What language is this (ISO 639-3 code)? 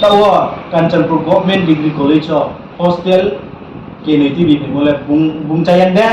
ria